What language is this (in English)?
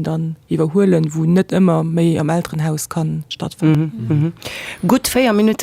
Luxembourgish